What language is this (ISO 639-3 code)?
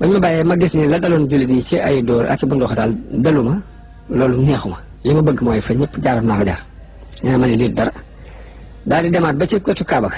wol